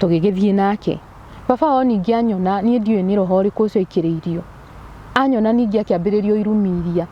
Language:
Kikuyu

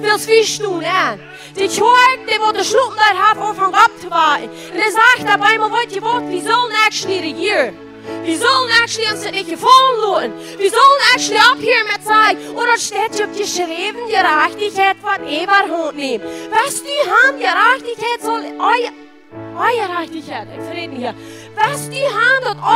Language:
Plautdietsch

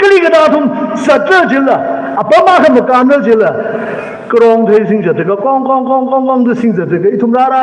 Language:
Tangkhul Naga (India)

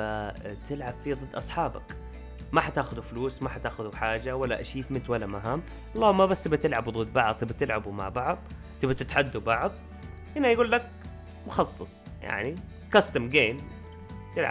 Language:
Arabic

